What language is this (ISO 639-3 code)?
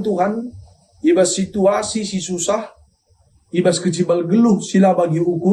btx